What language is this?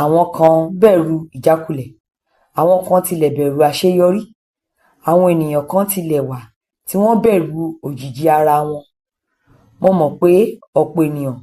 Yoruba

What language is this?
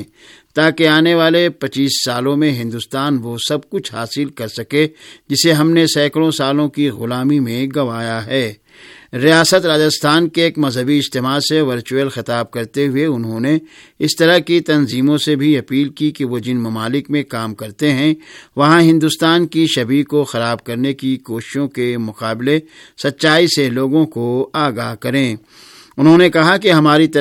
Urdu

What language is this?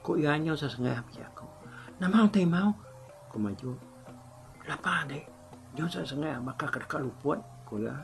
Iban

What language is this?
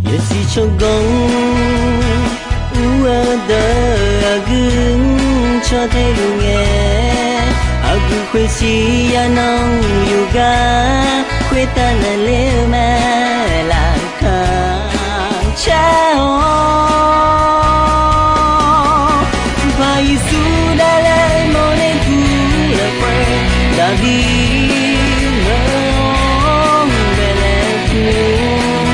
Akha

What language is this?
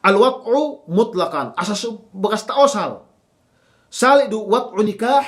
Yakan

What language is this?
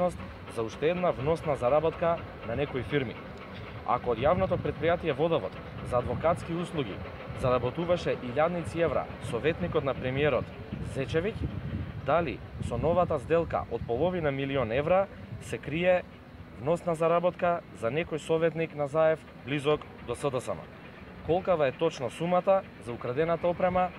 Macedonian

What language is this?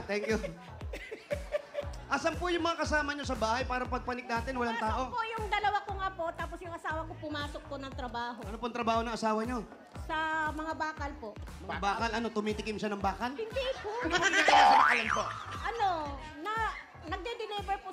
Filipino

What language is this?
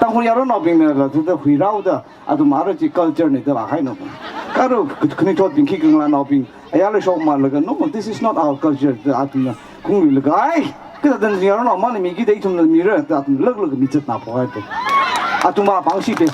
Tangkhul Naga (India)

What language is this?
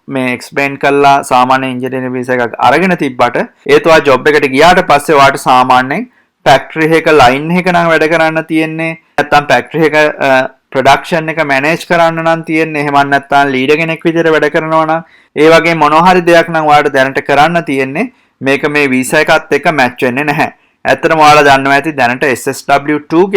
Sinhala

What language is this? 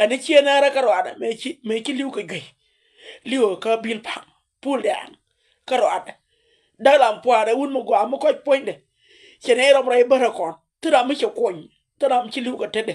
Nuer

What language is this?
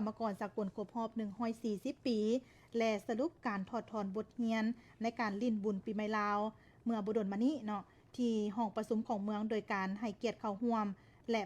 Lao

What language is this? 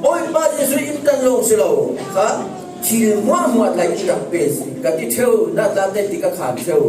Falam Chin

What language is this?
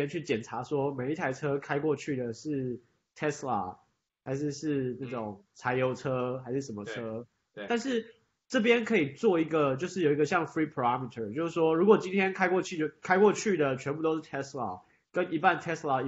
Chinese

